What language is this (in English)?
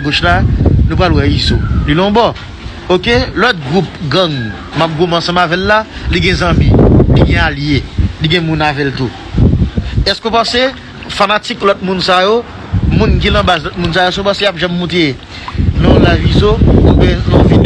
Haitian Creole